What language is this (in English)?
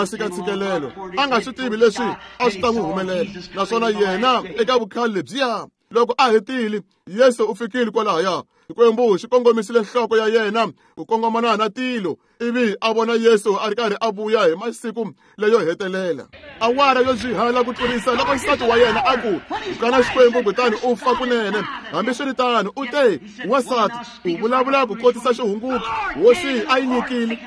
Tsonga